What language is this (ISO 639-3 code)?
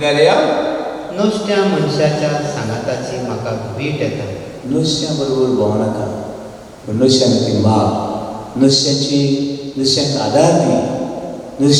kok